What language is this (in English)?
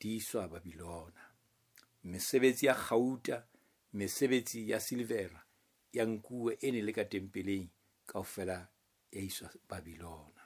Southern Sotho